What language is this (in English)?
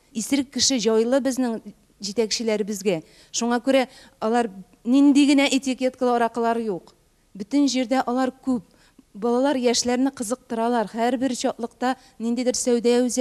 Tatar